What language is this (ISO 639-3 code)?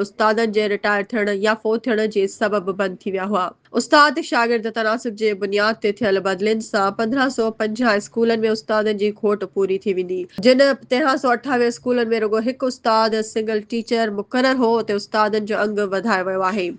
snd